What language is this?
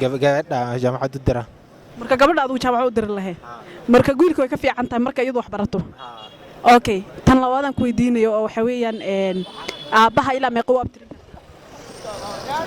Somali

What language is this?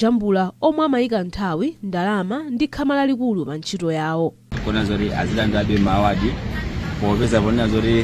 Nyanja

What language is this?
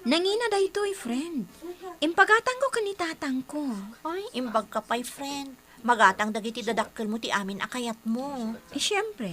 Iloko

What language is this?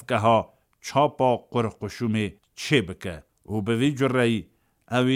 Kurdish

